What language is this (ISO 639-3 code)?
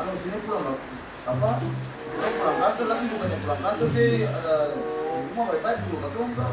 abs